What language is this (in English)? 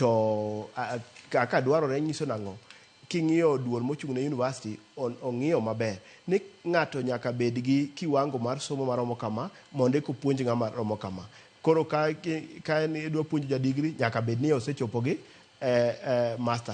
Luo (Kenya and Tanzania)